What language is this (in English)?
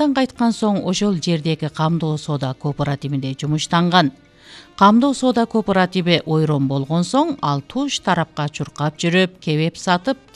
Kyrgyz